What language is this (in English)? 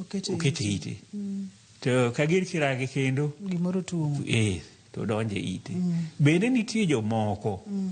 Luo (Kenya and Tanzania)